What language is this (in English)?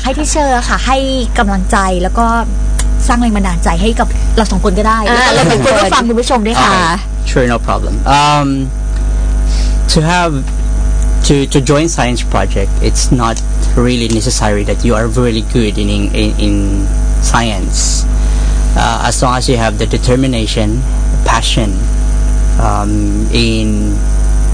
Thai